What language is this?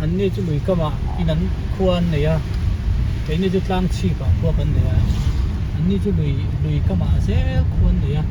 Hmar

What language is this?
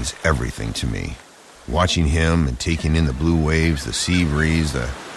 English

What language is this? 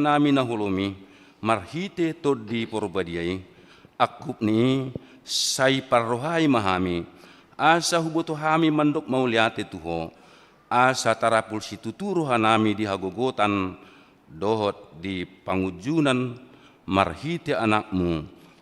Batak Toba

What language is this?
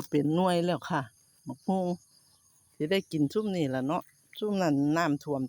Northeastern Thai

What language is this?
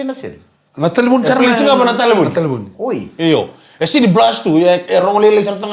Fijian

